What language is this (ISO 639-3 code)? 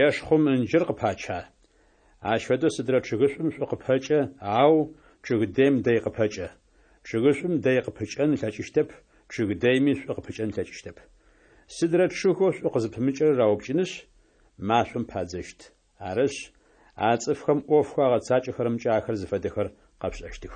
ady